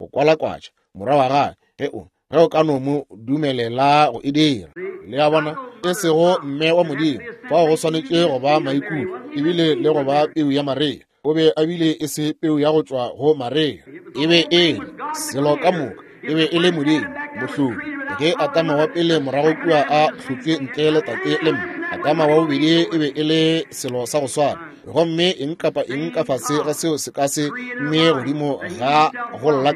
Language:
Northern Sotho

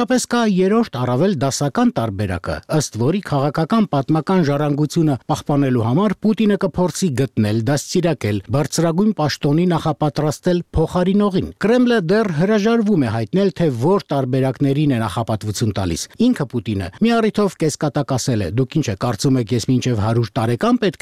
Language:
Armenian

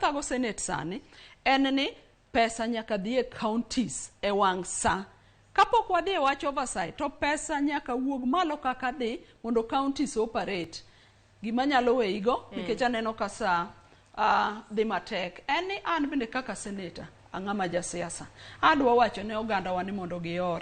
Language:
Luo (Kenya and Tanzania)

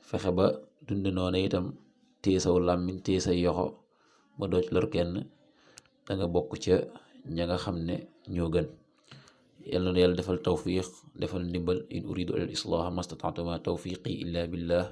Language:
Wolof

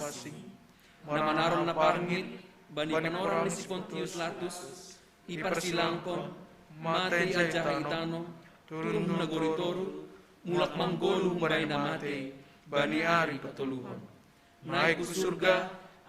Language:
Batak Simalungun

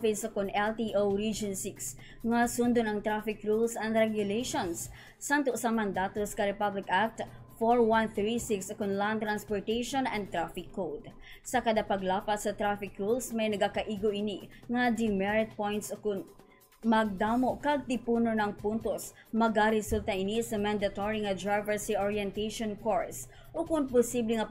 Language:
Hiligaynon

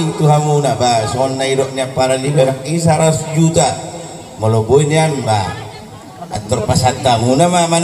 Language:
Batak Toba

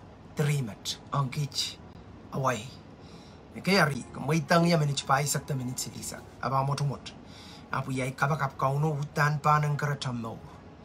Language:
Pohnpeian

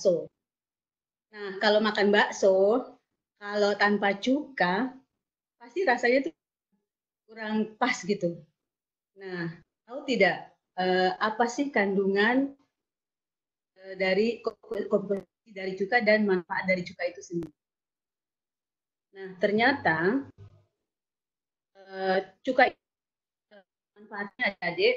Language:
Indonesian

